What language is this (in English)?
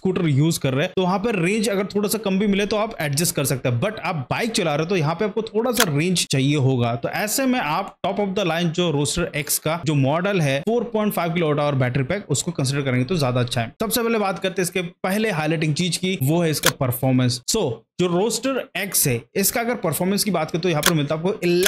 Hindi